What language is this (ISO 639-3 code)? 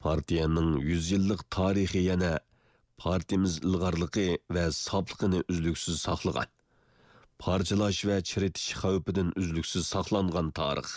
uig